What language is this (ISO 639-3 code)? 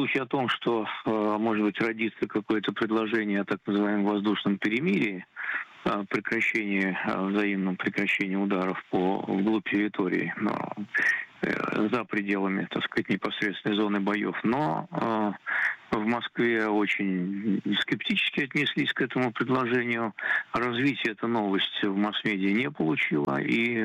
rus